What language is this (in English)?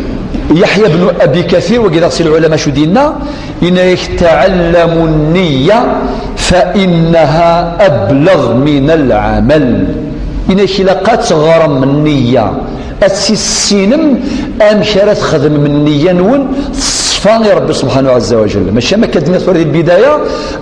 Kabyle